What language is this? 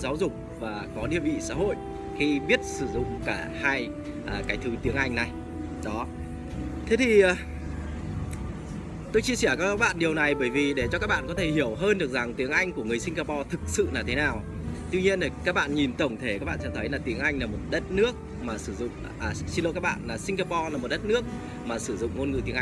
Vietnamese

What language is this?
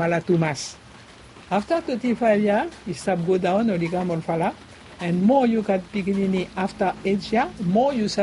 Bislama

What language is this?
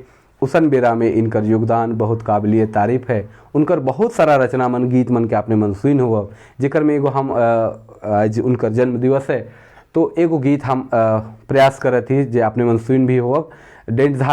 Sadri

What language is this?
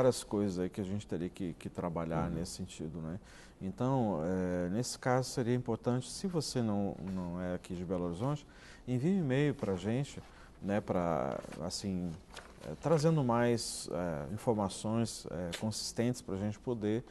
Portuguese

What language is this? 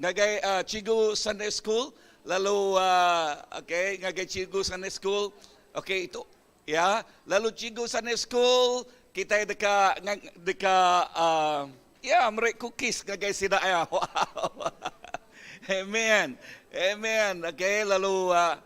Iban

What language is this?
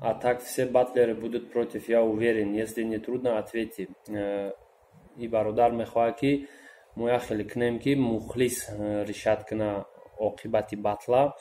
Tajik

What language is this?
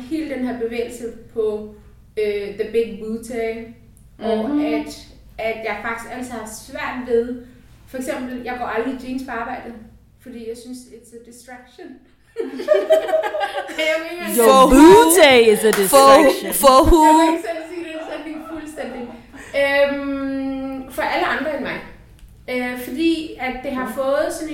Danish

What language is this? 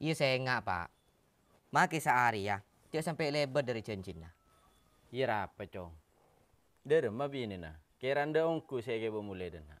Madurese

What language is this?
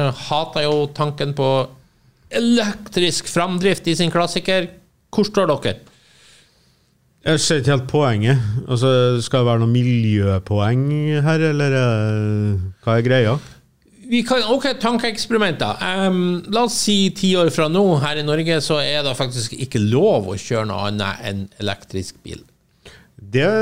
Norwegian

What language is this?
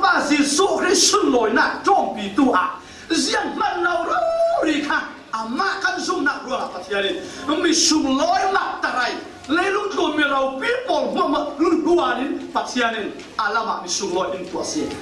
Falam Chin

